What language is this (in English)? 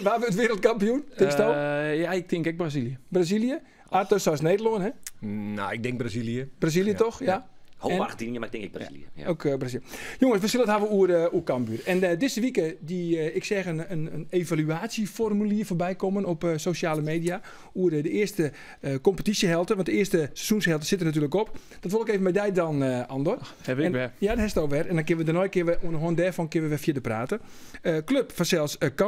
Western Frisian